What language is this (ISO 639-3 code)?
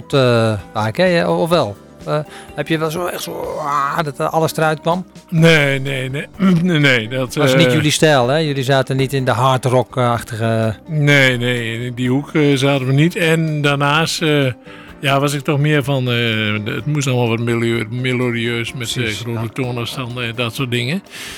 nld